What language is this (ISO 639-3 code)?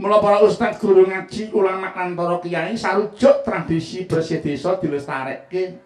jav